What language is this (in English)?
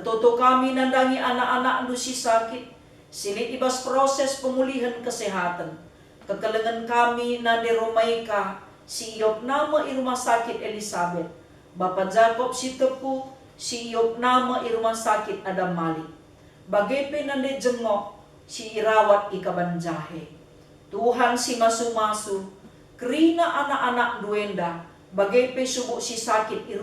Batak Karo